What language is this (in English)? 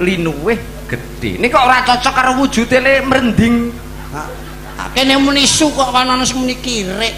Javanese